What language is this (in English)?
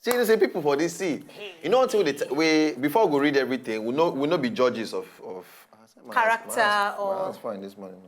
Nigerian Pidgin